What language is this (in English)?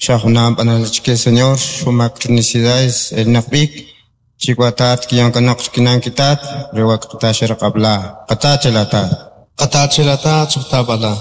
Kʼicheʼ